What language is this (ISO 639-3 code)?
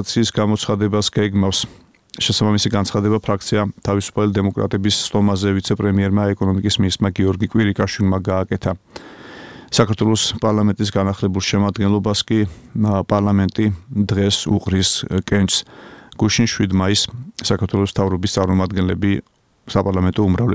kat